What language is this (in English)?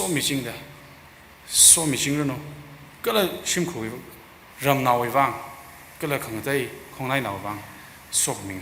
Tangkhul Naga (India)